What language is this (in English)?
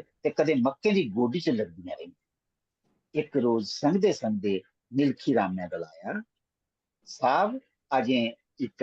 Dogri